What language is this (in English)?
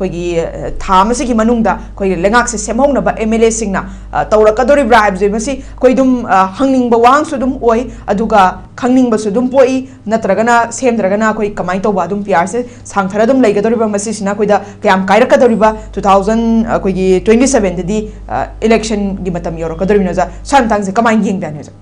Manipuri